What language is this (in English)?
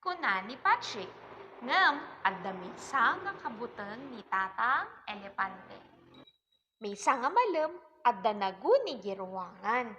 Iloko